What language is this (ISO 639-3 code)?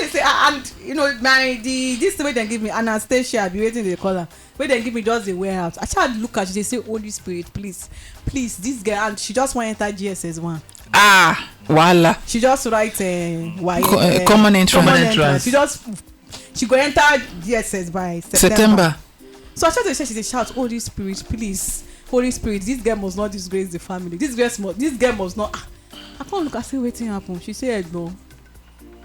pcm